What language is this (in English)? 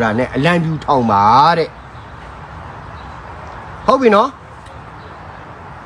Burmese